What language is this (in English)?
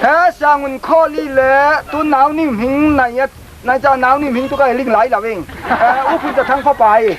Falam Chin